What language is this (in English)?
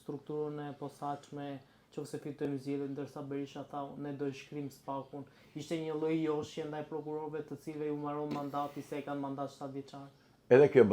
Albanian